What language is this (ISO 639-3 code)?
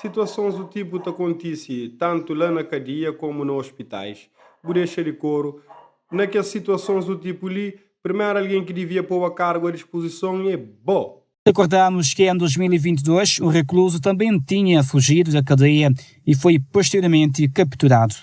kea